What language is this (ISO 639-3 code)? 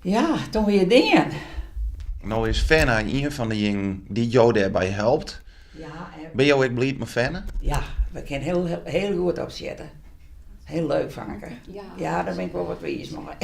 fry